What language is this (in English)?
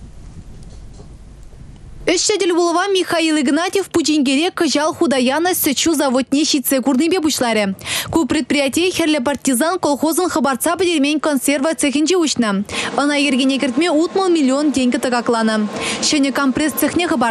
Chuvash